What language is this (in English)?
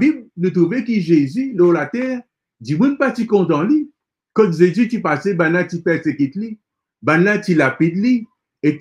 Morisyen